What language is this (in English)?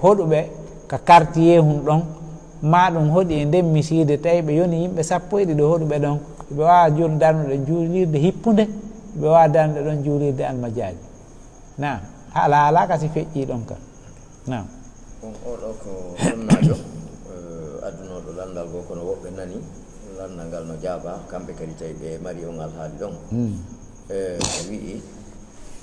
Fula